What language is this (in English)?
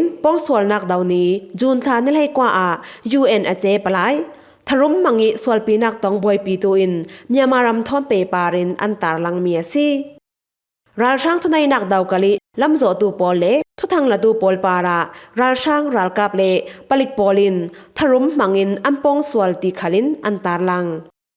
Falam Chin